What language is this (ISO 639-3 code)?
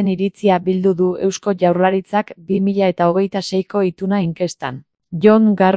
eus